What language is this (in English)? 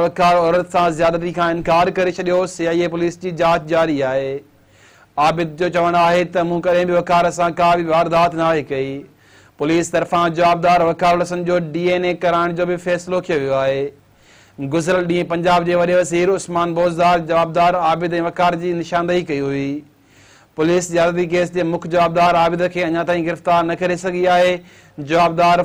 Sindhi